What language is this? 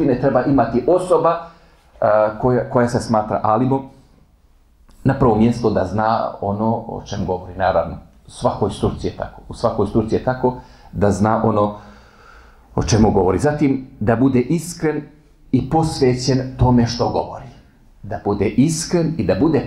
Bosnian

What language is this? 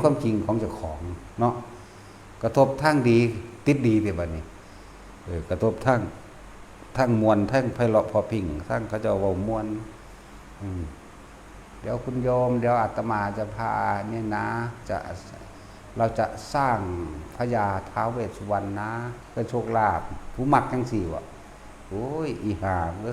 Northeastern Thai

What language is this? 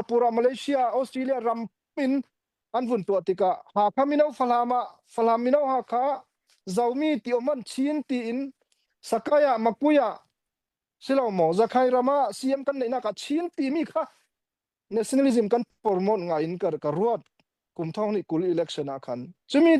Falam Chin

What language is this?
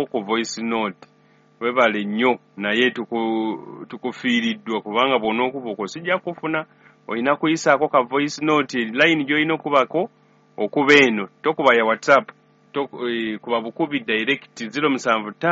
Ganda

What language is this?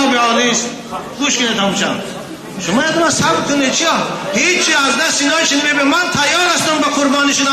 Tajik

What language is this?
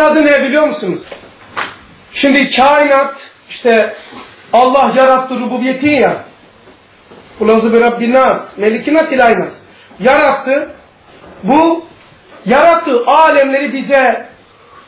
Turkish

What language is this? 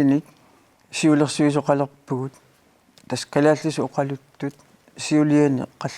Kalaallisut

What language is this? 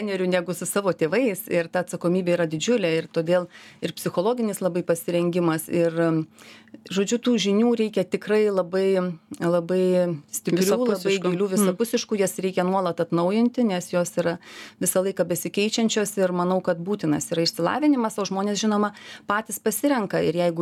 Lithuanian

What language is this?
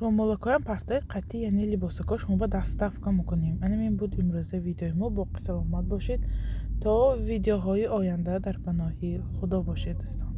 Tajik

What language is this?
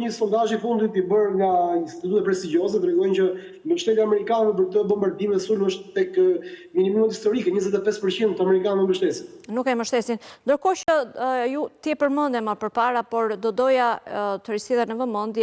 Albanian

